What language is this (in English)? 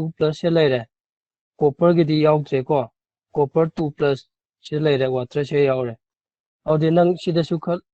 Manipuri